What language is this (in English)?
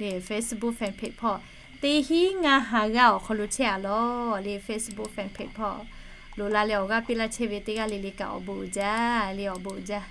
Lahu